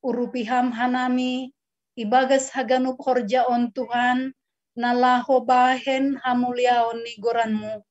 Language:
Batak Simalungun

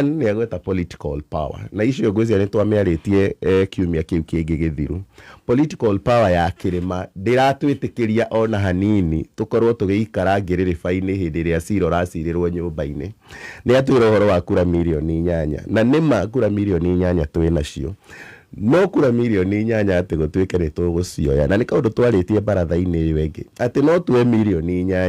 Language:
Kikuyu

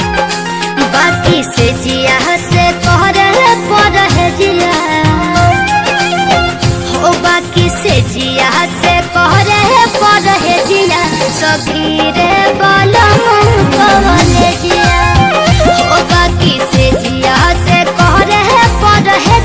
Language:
Bhojpuri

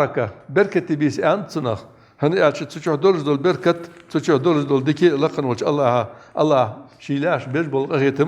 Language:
Ingush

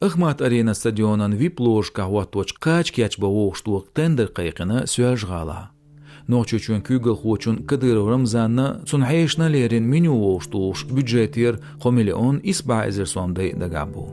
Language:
Chechen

